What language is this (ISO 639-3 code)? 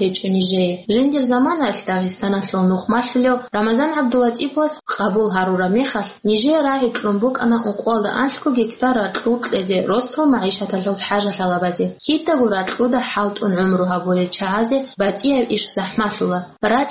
ava